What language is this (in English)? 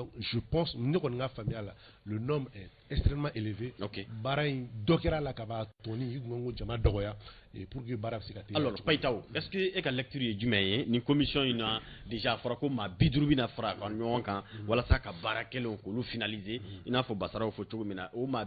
Bambara